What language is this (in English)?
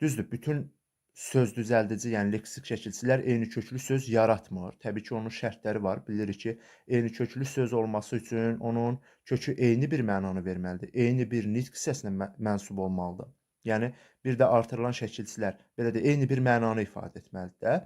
Azerbaijani